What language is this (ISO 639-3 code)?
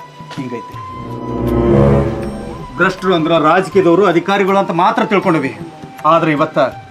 kan